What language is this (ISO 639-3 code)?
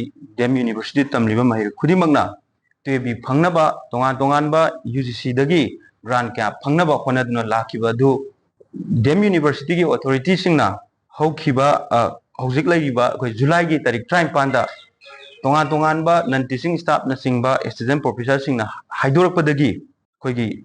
mni